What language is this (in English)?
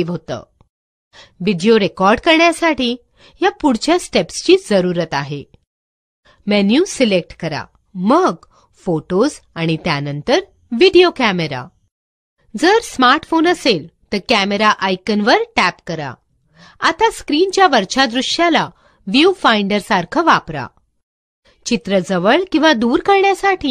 Marathi